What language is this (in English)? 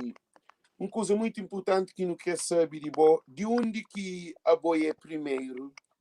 Kabuverdianu